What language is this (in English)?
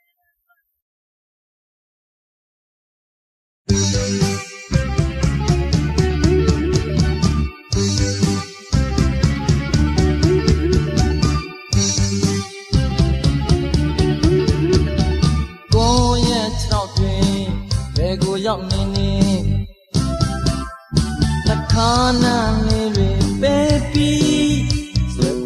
Burmese